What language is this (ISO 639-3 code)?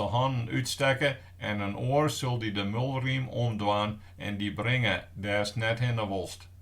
fry